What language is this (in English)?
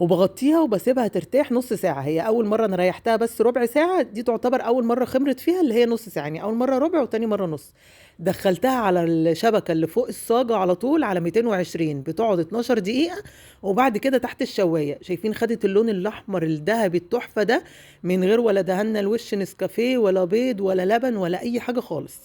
Egyptian Arabic